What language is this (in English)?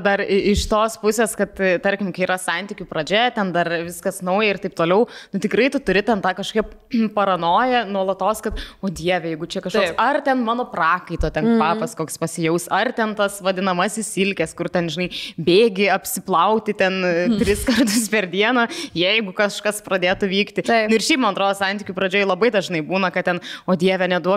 Lithuanian